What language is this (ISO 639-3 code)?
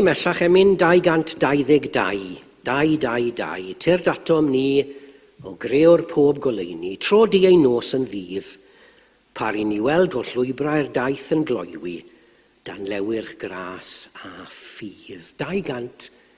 cym